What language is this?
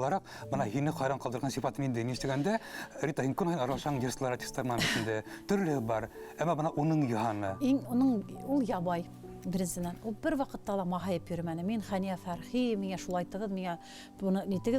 Bashkir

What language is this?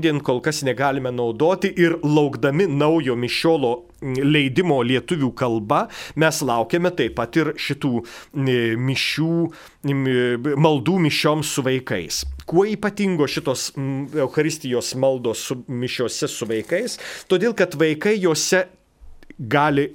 Lithuanian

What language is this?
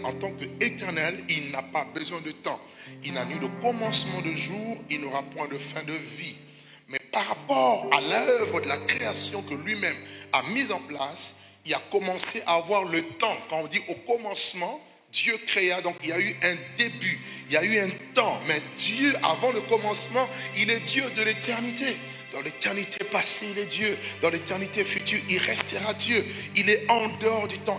French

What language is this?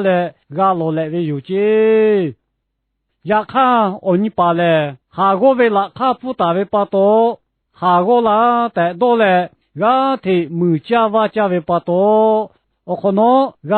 Lahu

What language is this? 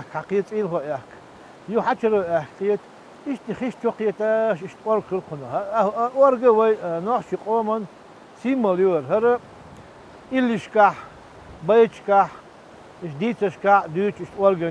Chechen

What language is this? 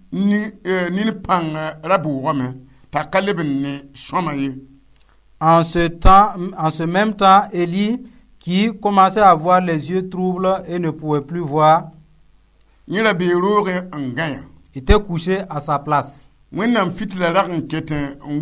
Mossi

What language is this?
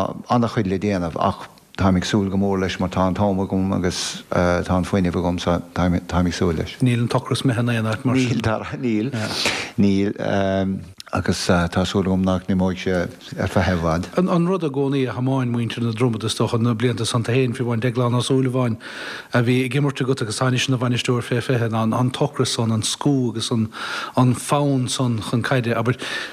Irish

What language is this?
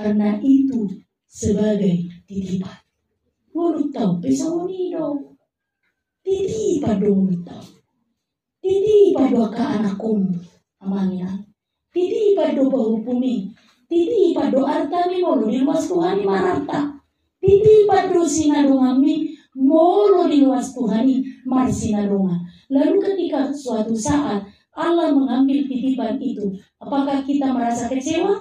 Batak Toba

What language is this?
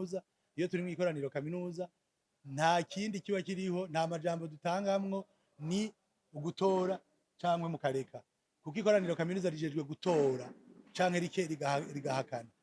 Rundi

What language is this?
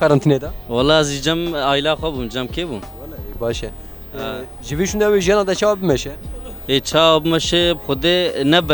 Kurdish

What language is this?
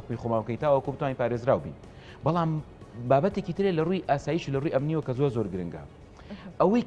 Central Kurdish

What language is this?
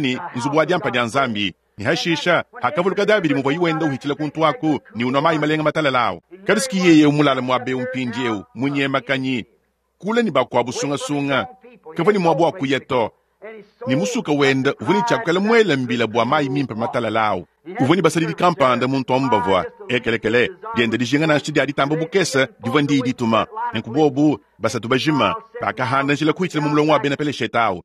Luba-Lulua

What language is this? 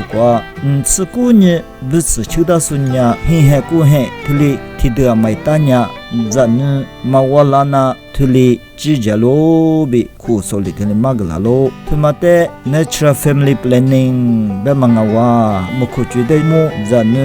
Lisu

